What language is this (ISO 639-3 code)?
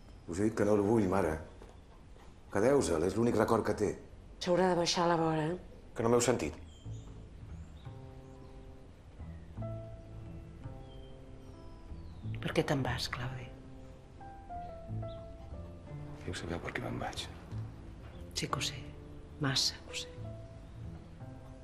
cat